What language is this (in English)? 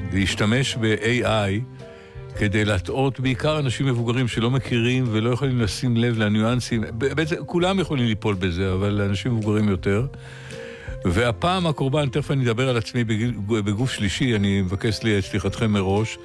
Hebrew